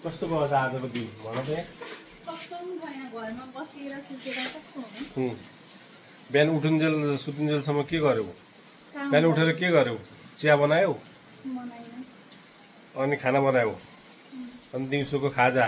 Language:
Nepali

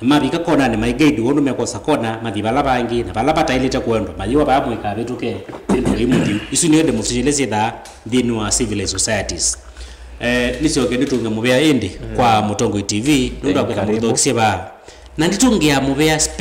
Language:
Kamba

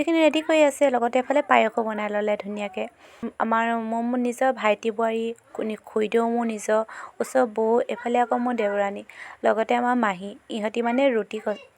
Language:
Assamese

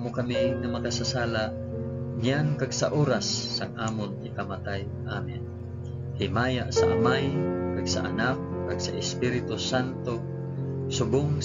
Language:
Hiligaynon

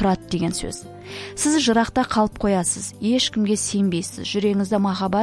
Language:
Kazakh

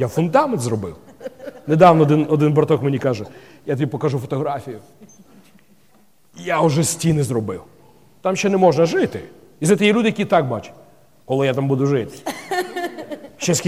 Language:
Ukrainian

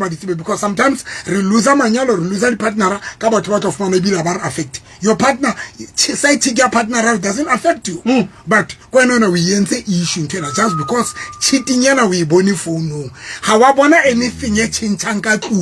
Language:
Southern Sotho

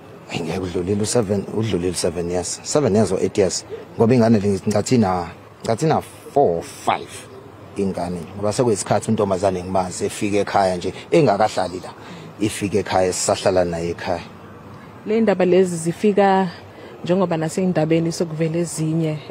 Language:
Zulu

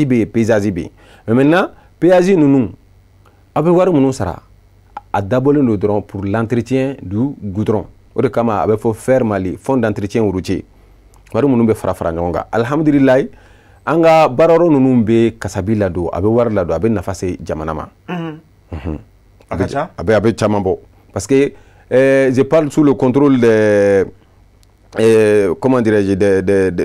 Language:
Bambara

